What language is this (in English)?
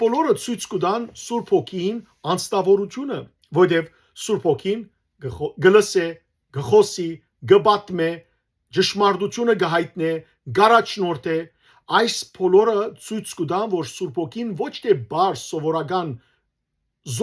Western Armenian